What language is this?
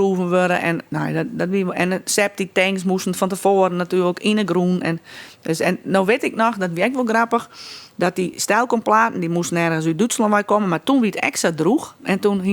Western Frisian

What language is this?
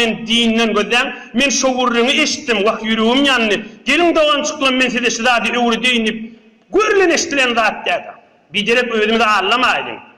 Turkmen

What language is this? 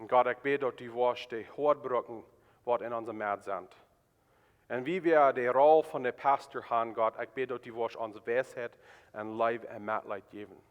Plautdietsch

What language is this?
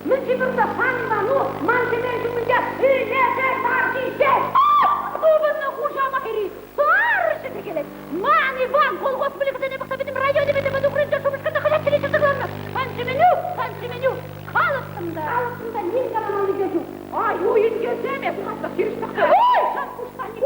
Chuvash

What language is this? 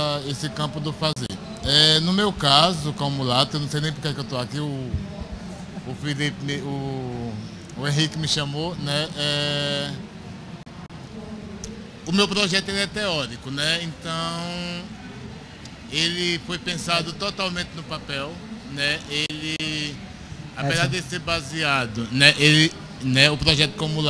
Portuguese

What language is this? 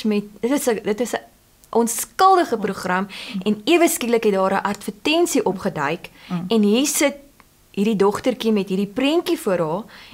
Afrikaans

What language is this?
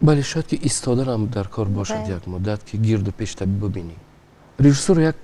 Tajik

